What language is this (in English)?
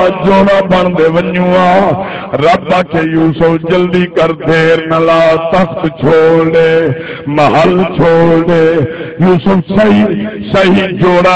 Saraiki